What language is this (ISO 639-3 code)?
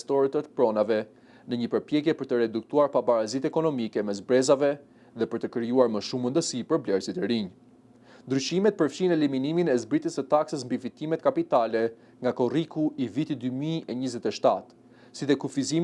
sqi